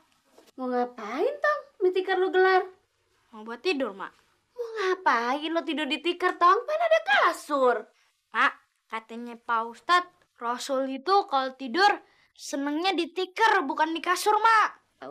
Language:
Betawi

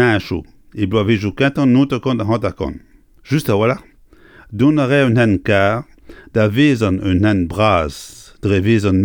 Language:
Breton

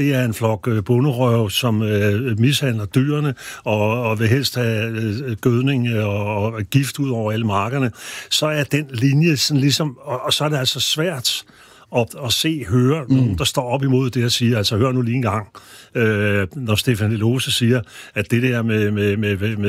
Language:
Danish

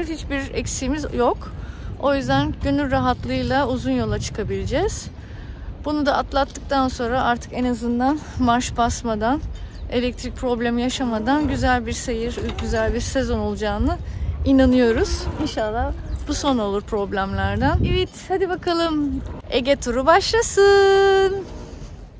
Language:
Turkish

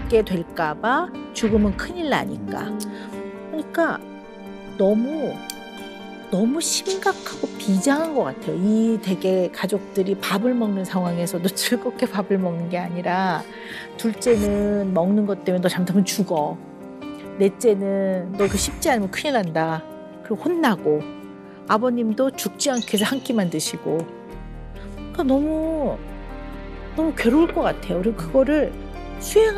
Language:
Korean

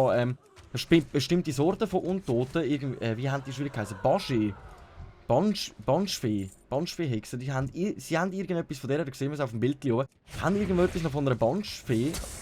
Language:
Swiss German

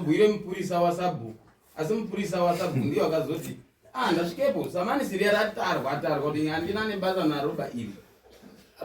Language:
Shona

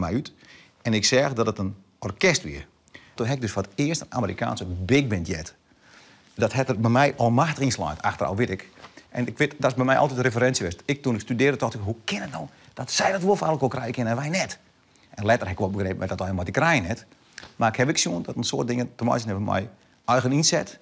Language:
Western Frisian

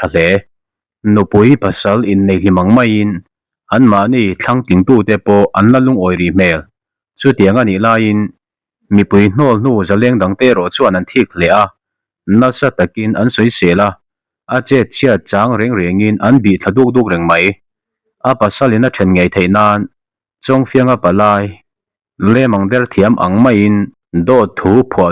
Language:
Mizo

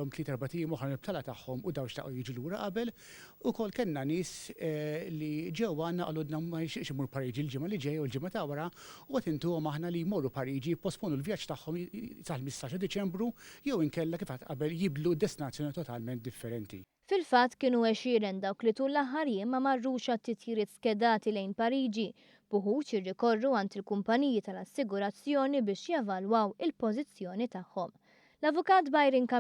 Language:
Maltese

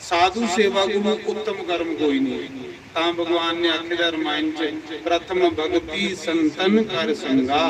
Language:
Dogri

